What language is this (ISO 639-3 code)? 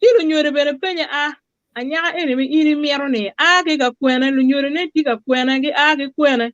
ach